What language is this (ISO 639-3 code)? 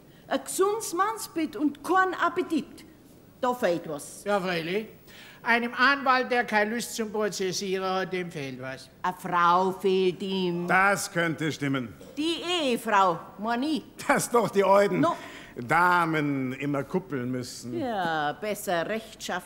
deu